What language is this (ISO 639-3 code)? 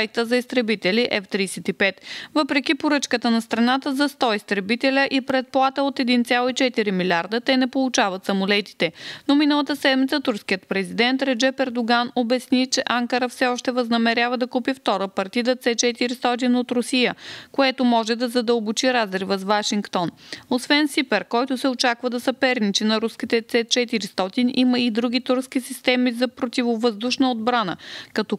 bul